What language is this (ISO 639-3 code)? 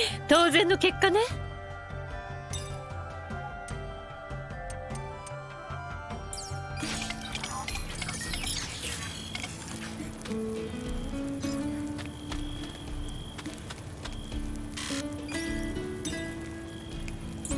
jpn